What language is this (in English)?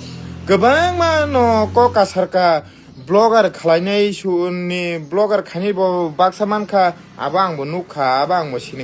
Kok Borok